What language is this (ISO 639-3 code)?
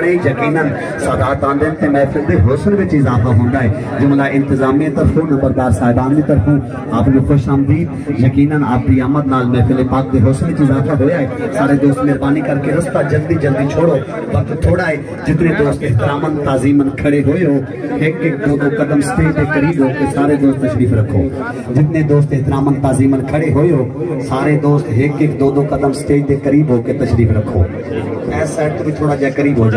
skr